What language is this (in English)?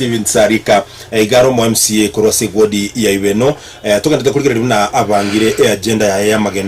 Gusii